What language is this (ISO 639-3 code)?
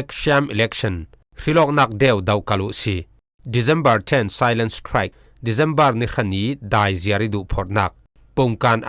cfm